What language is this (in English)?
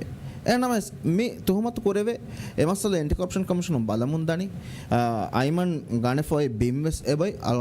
Divehi